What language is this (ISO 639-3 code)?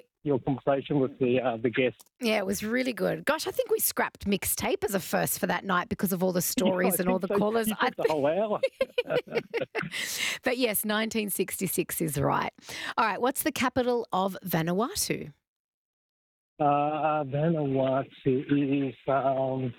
eng